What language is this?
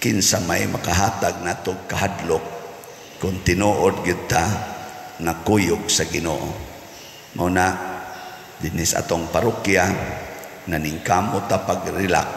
Cebuano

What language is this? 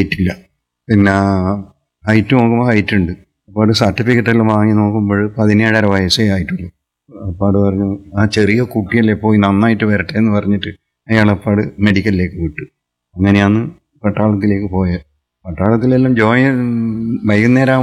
Malayalam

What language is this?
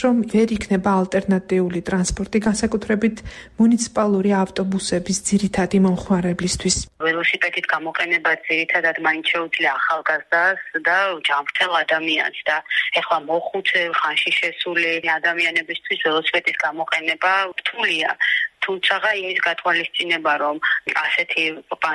Georgian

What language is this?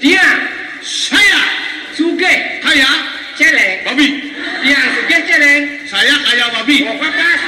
Balinese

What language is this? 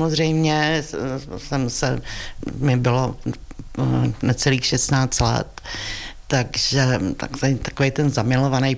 Czech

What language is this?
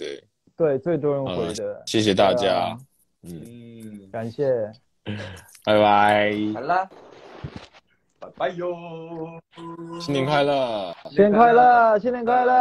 Chinese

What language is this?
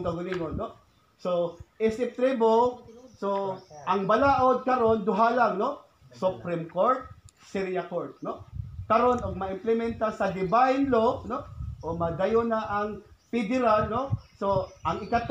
Cebuano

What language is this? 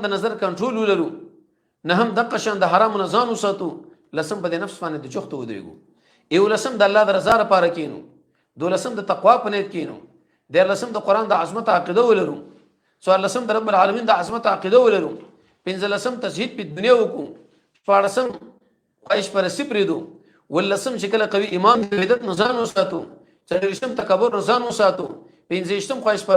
Pashto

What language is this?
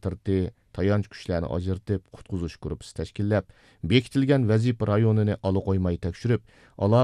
Uyghur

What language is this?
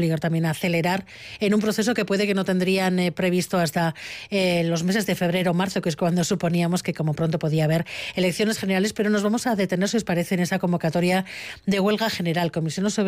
Spanish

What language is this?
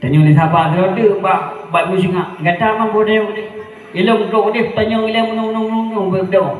Achinese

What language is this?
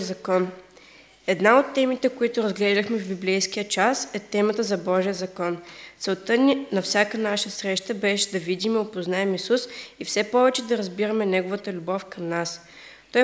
Bulgarian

